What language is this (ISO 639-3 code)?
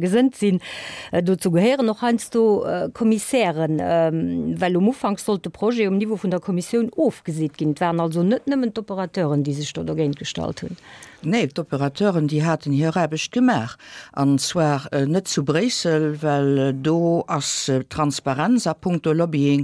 ltz